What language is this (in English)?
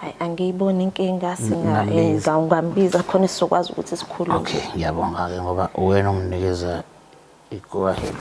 Zulu